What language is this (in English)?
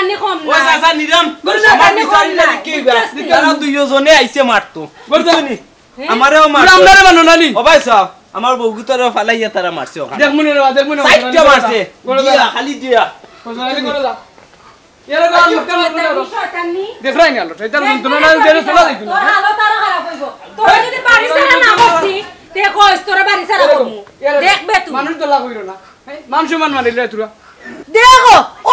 Sylheti